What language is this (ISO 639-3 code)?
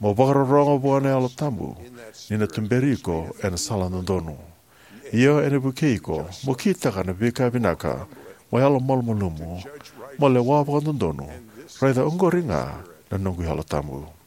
fij